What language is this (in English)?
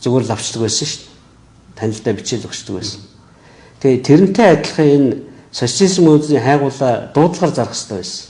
Mongolian